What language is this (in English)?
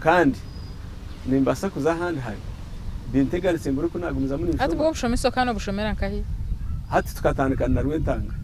Nyankole